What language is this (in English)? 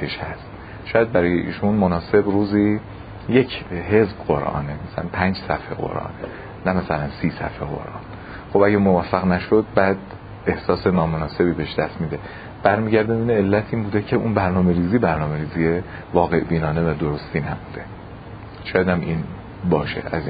Persian